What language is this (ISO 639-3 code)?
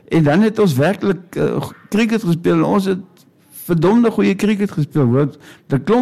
afr